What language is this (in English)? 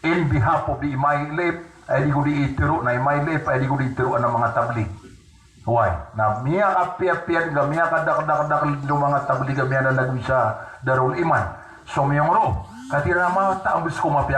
Maranao